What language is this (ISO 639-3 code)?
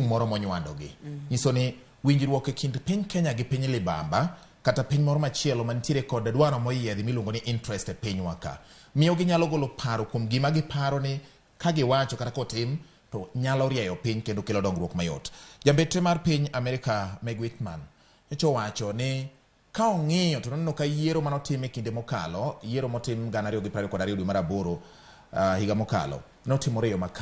luo